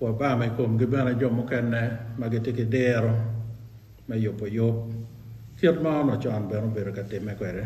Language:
Acoli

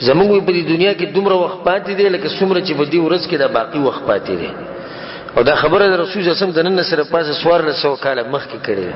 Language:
Pashto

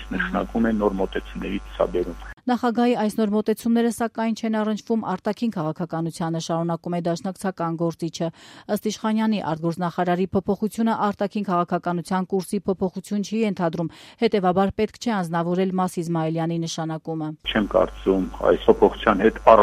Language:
Armenian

